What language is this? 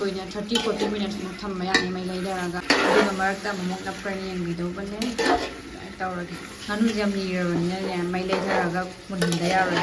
Manipuri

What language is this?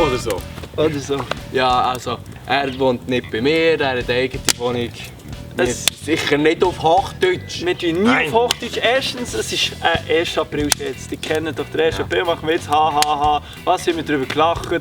Swiss German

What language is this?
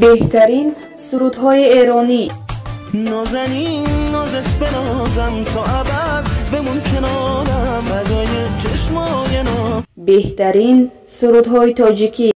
Persian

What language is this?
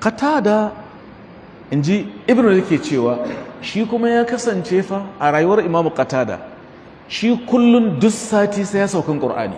Hausa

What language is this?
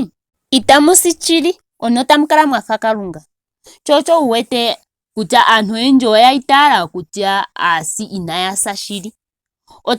Ndonga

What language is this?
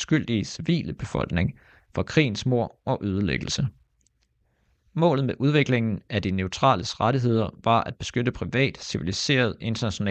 Danish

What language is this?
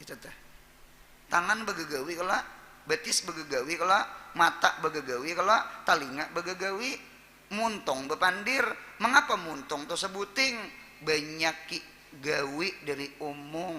Banjar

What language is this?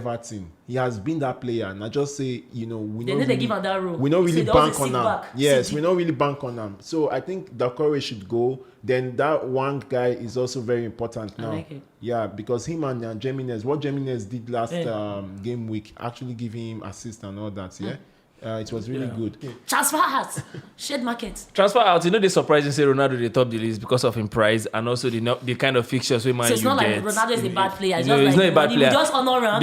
Nigerian Pidgin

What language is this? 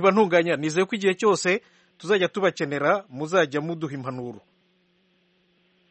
Kinyarwanda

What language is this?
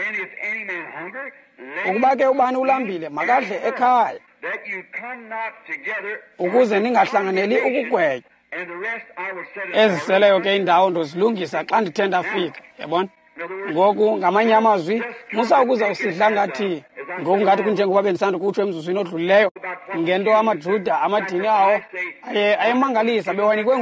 Xhosa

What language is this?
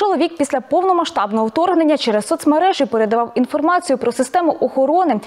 Ukrainian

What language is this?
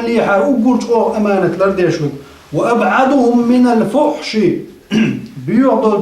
Chechen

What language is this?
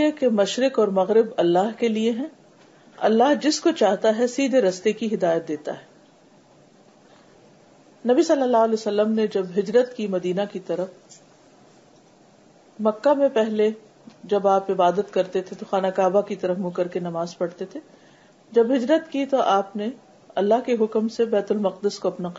Urdu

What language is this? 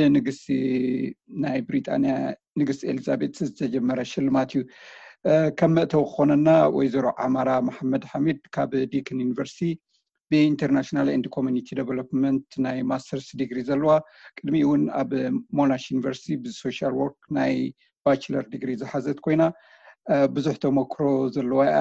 Tigrinya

